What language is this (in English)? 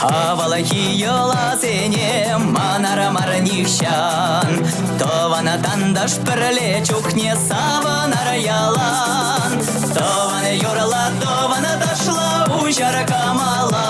Chuvash